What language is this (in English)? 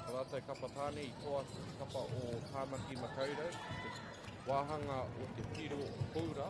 Māori